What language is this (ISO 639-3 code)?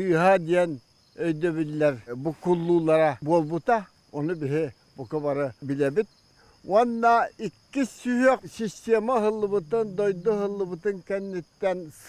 sah